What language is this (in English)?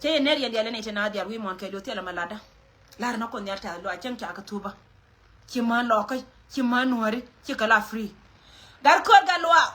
Nuer